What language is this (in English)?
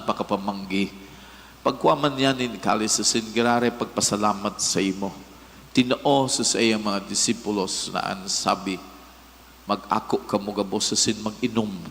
Bikol